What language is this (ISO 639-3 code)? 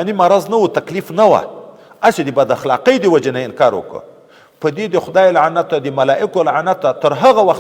pus